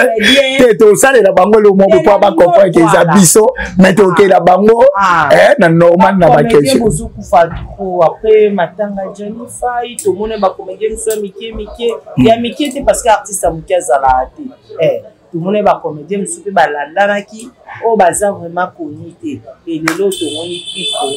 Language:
Lingala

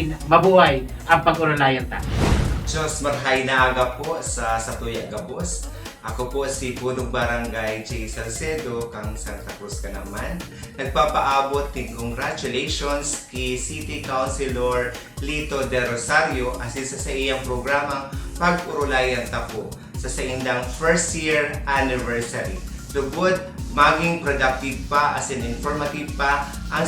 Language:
Bikol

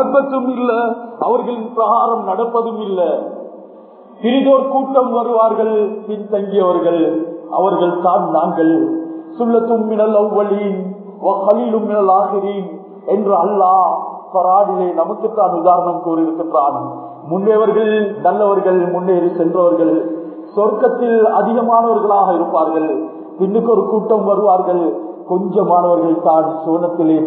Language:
Tamil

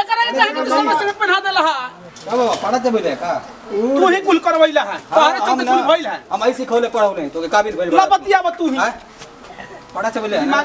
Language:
Bhojpuri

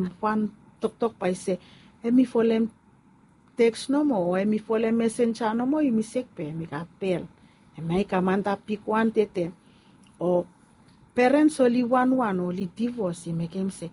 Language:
Bislama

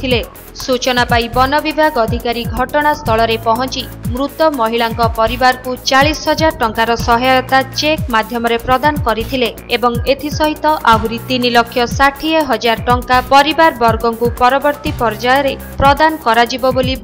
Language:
Odia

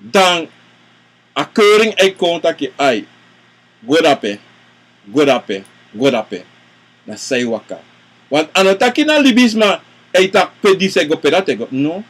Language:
Sranan Tongo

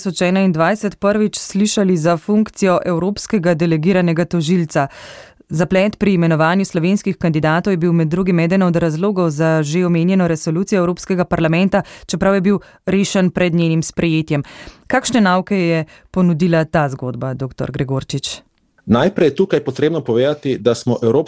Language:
Slovenian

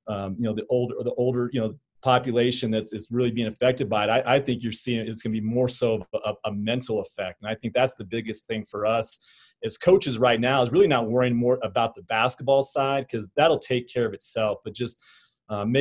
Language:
English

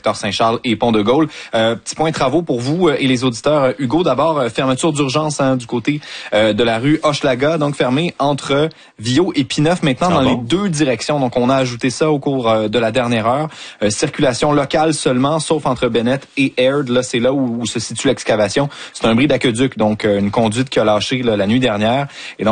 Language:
French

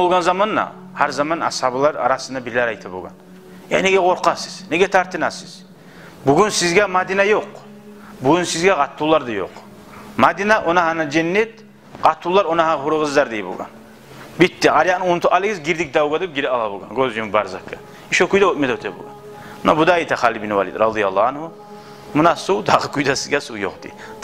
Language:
Kumyk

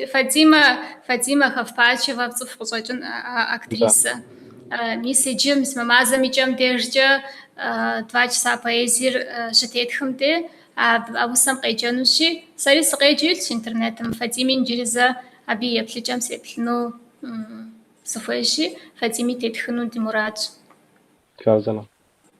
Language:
Kabardian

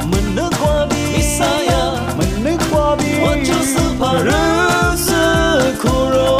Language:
Lisu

